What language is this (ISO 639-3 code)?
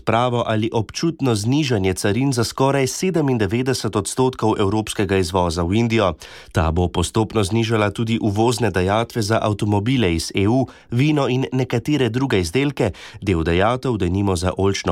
slv